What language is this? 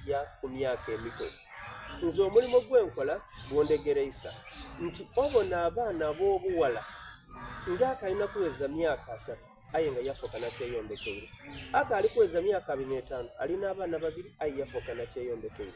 Soga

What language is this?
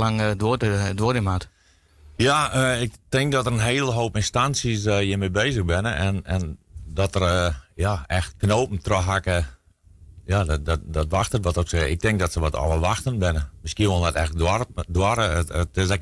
Western Frisian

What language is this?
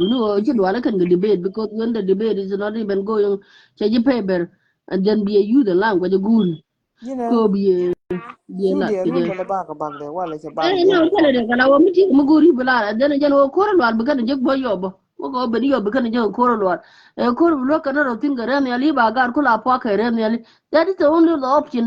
Nuer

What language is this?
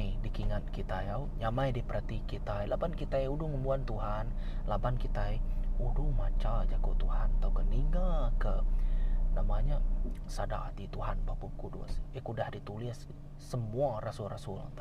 Iban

